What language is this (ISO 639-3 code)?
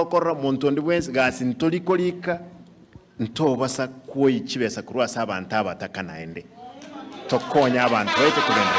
guz